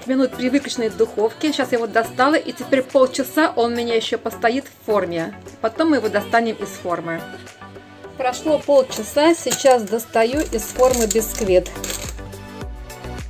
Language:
Russian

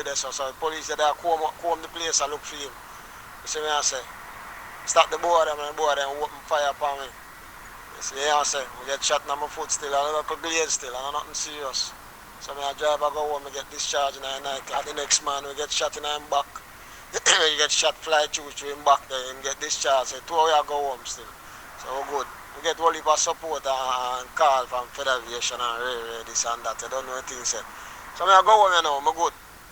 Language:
Jamaican Creole English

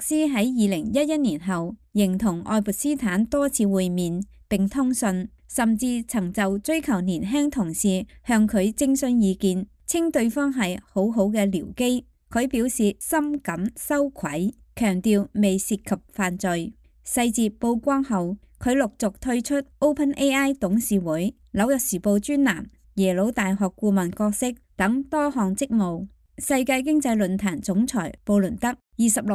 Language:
Cantonese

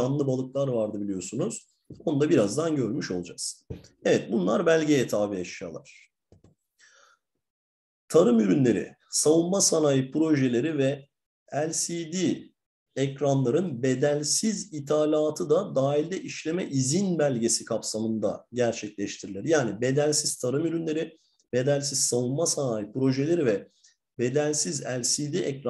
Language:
Turkish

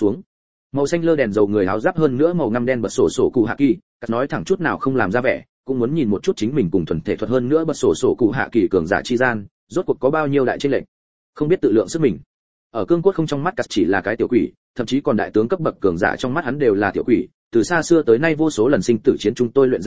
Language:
Vietnamese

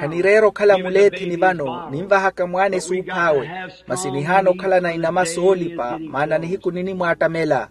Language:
Makhuwa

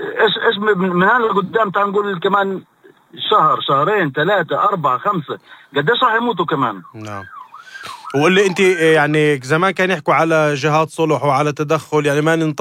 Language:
North Levantine Arabic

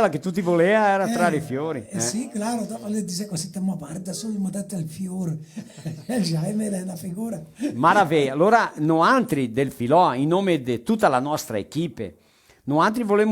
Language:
Venetian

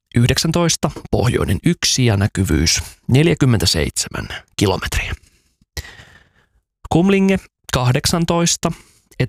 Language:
Finnish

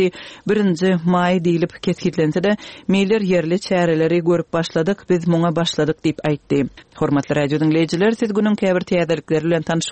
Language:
Turkmen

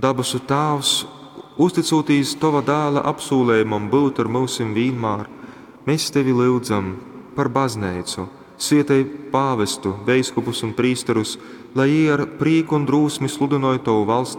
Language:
Latgalian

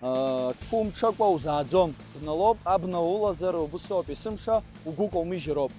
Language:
Abkhazian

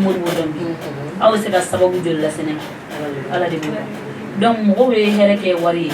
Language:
Bambara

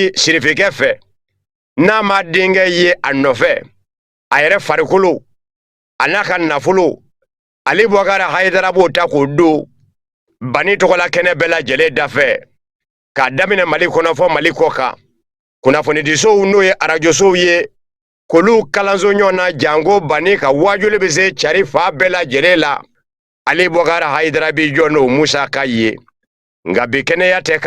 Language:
Bambara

